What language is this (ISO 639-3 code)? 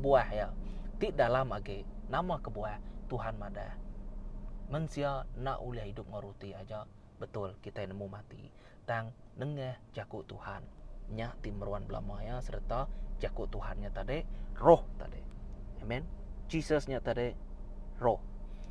iba